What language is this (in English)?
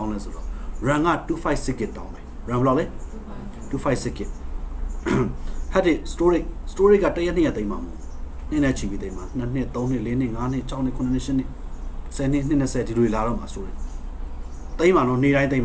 Burmese